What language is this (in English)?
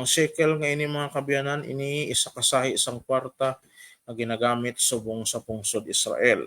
Hiligaynon